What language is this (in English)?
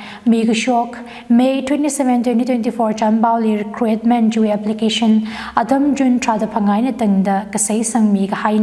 Tangkhul Naga (India)